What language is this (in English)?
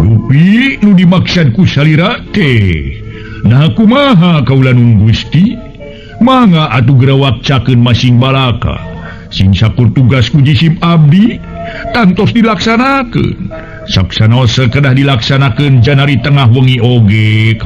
Sundanese